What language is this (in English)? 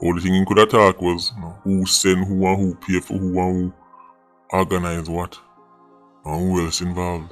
Jamaican Creole English